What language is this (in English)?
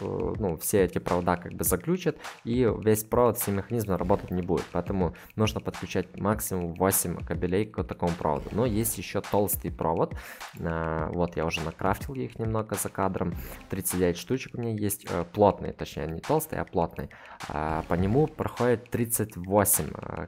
Russian